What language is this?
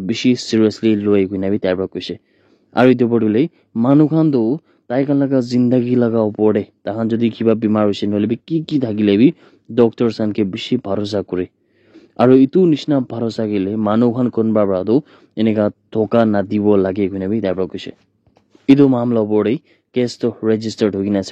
Naga Pidgin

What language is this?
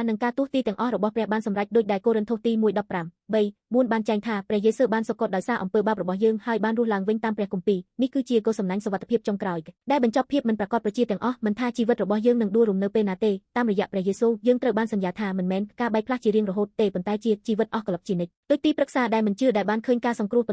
Khmer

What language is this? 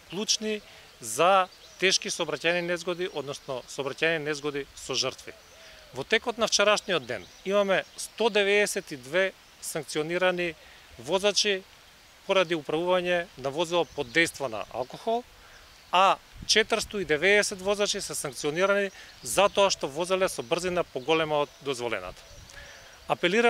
Macedonian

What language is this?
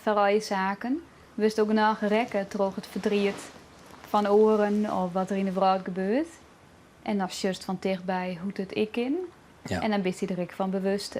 Western Frisian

